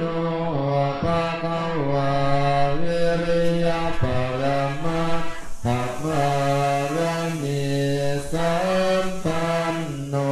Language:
Pali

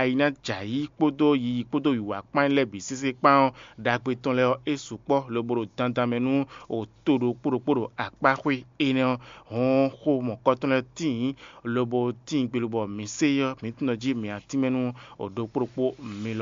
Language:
Fon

